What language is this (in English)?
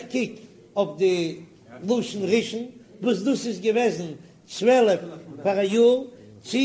Yiddish